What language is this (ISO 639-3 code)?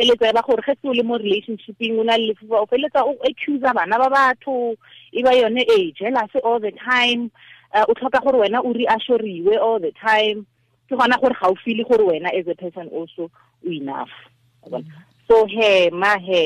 tsn